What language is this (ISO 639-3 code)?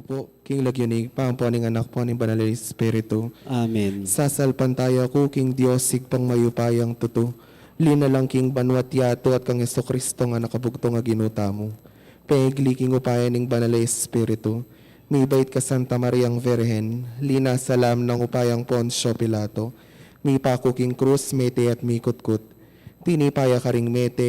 pam